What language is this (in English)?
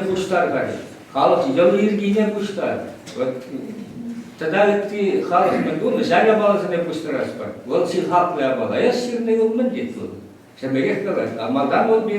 Chuvash